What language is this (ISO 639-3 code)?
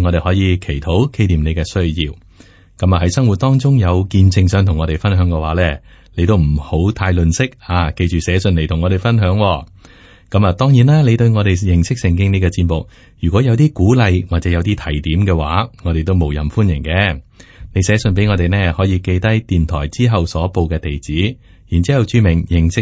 yue